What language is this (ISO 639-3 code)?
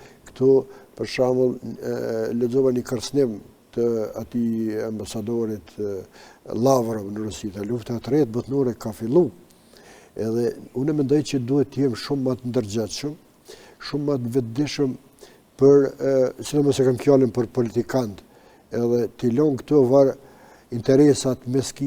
sqi